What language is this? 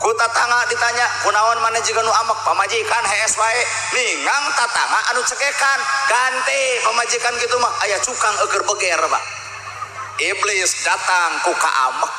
Sundanese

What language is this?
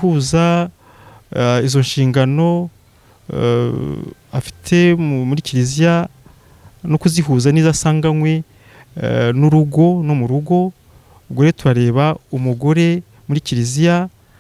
Kinyarwanda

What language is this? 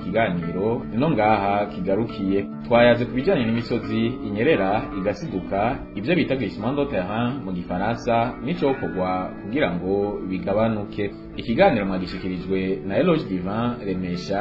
Rundi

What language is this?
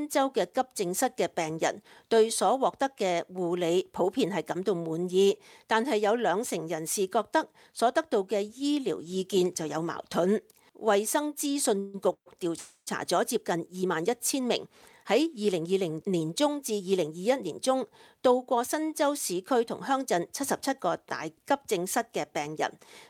Cantonese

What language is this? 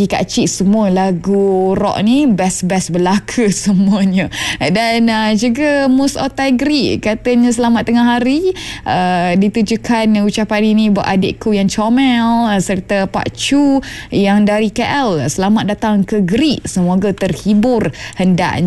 Malay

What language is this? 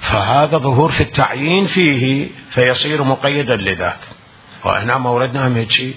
Mesopotamian Arabic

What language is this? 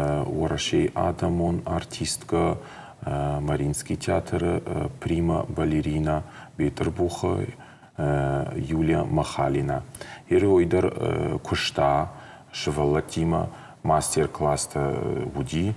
Ossetic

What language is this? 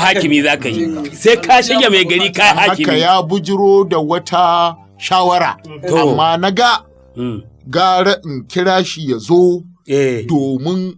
Hausa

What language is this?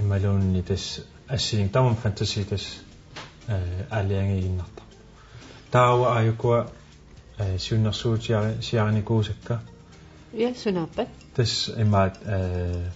Kalaallisut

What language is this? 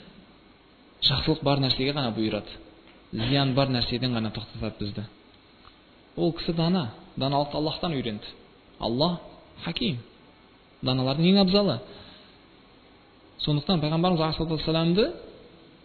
Kazakh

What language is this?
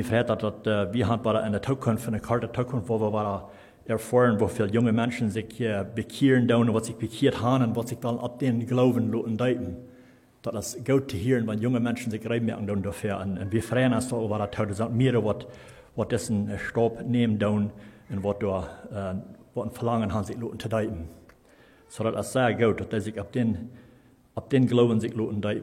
Plautdietsch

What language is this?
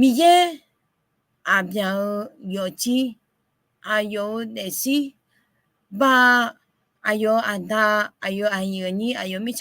Akha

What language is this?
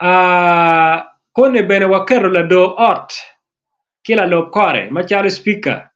Acoli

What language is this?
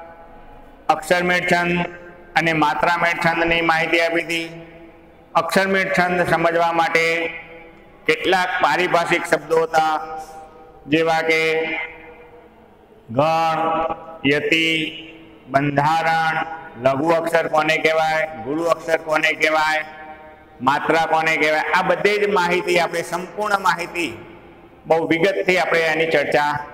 Gujarati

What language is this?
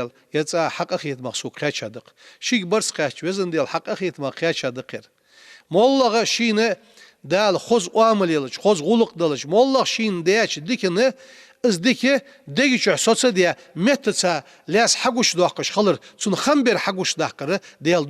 Ingush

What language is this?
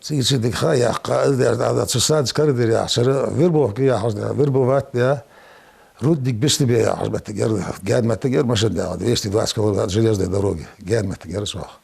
Ingush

